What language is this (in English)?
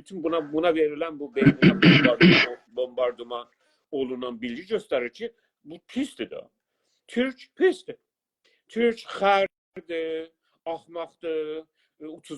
South Azerbaijani